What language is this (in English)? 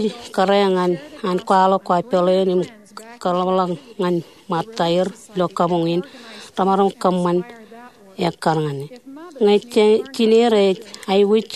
Marshallese